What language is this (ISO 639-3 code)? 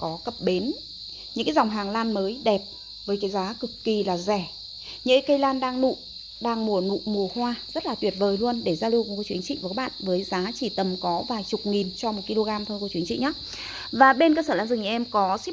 vie